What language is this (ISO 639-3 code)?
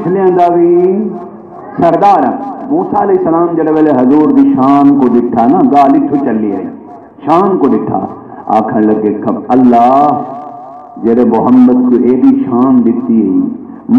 skr